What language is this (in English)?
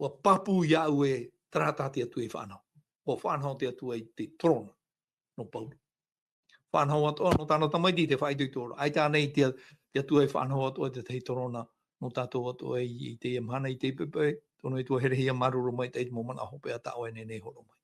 Tahitian